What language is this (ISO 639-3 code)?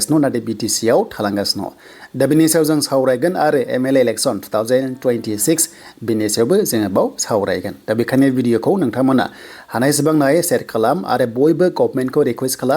brx